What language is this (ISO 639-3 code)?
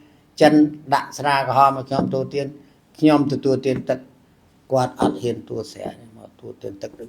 khm